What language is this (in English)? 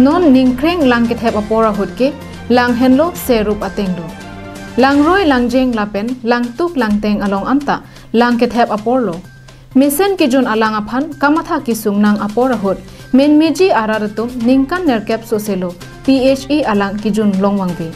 Karbi